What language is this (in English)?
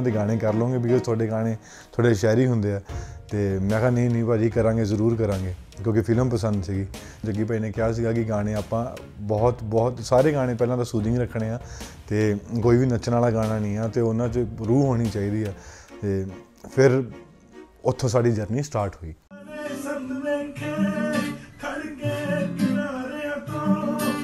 Punjabi